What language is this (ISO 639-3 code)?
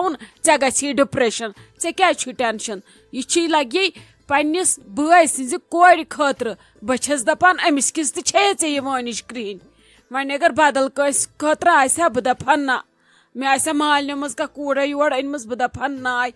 kas